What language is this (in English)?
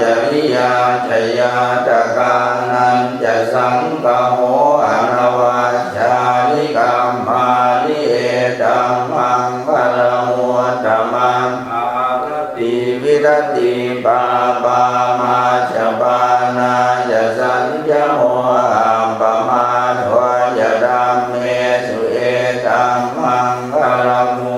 Pali